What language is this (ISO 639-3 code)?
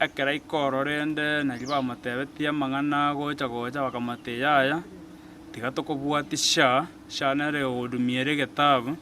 guz